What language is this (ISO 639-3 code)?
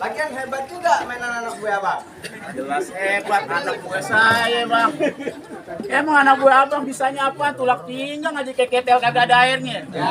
bew